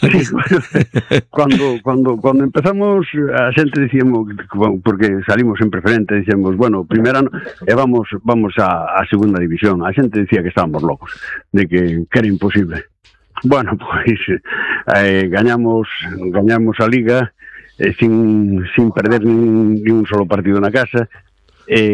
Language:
Galician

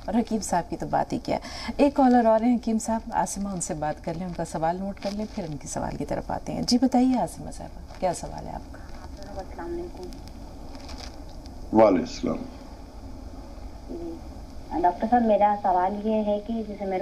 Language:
Urdu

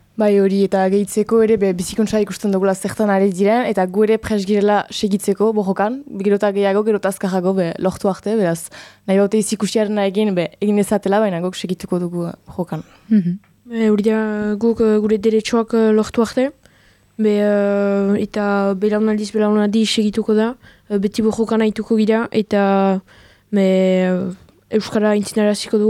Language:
Basque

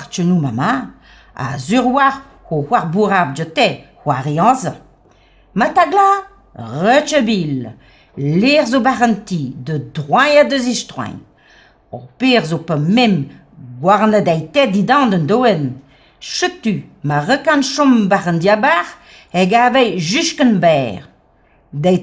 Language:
Breton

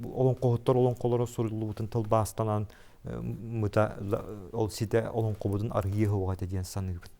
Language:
Yakut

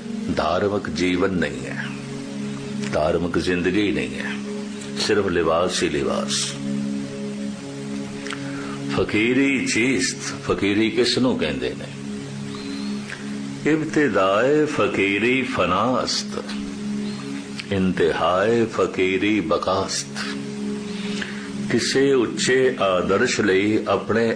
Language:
Punjabi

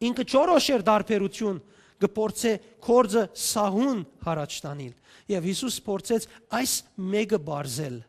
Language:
Western Armenian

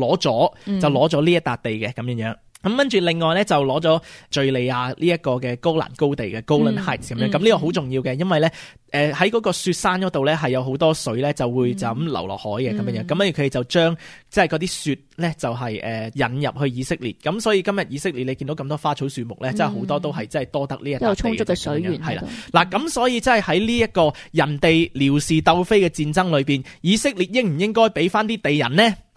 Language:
Cantonese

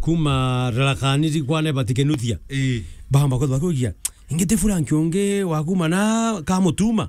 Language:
Meru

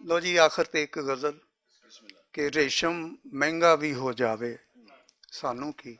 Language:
Western Panjabi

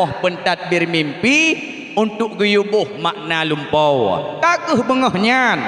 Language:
Achinese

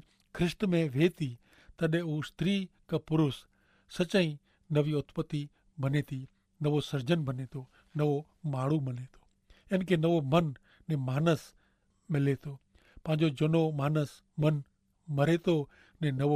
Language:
Kachhi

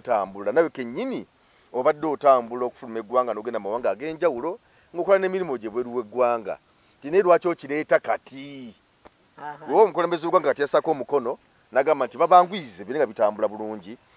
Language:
Ganda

